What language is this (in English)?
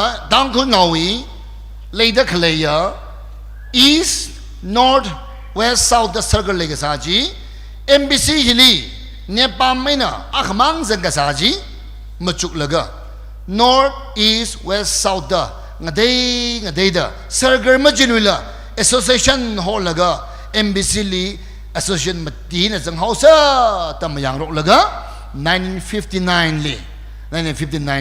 Tangkhul Naga (India)